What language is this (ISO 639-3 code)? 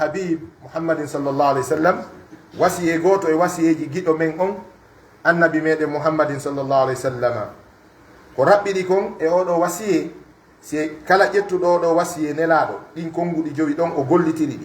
fuf